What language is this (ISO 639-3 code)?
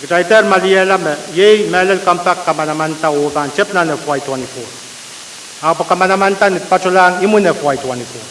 pon